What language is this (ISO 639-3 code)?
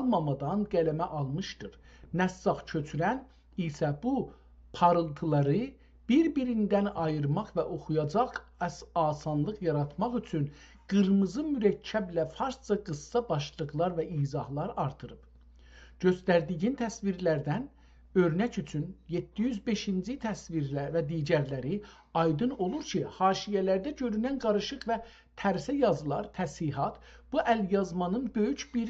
azb